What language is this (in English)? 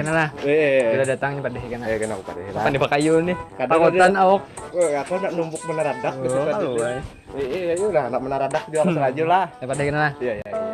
Banjar